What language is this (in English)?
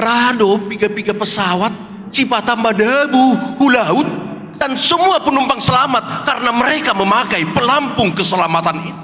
Batak Simalungun